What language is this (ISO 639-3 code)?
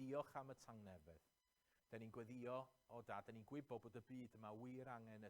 cym